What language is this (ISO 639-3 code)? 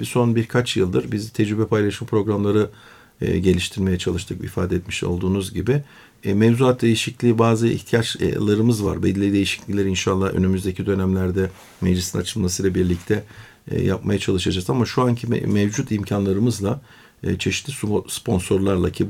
tur